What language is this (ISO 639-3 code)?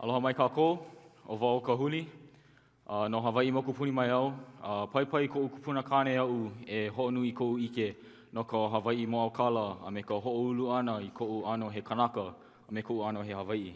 haw